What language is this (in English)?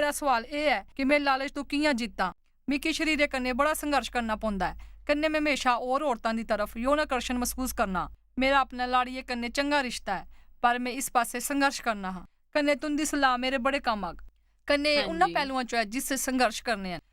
Dogri